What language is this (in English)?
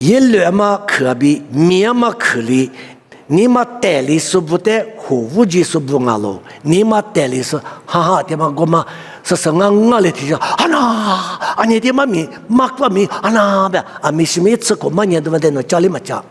Lisu